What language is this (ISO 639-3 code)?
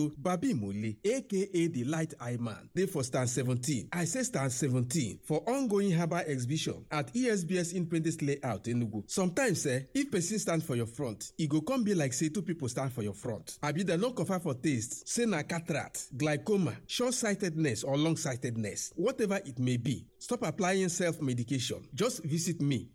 pcm